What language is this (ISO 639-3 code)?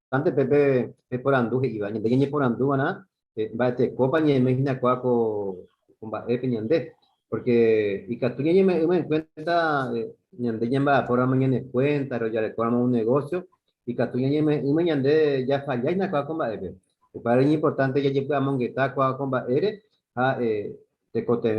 grn